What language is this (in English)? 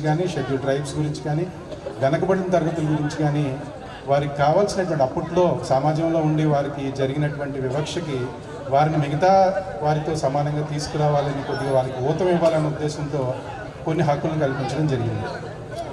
Telugu